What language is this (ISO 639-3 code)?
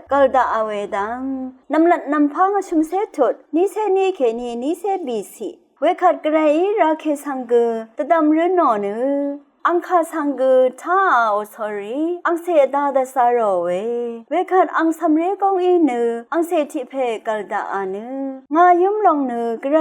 raw